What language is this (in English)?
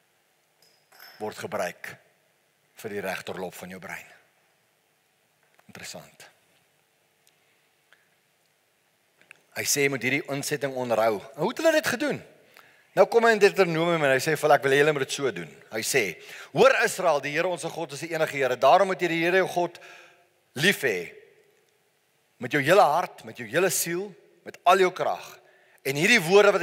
Afrikaans